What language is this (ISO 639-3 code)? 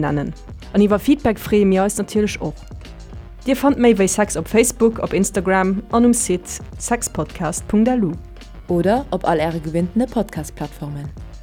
ltz